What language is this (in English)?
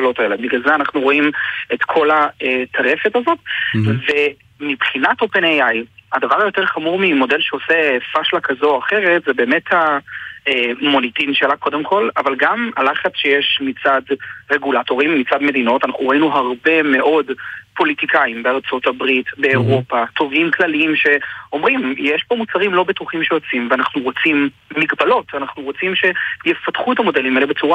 Hebrew